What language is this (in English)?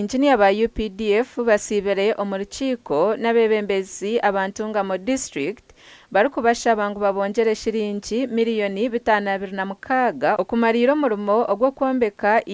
Nyankole